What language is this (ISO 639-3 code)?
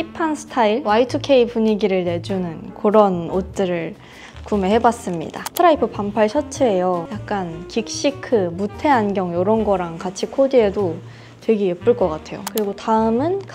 kor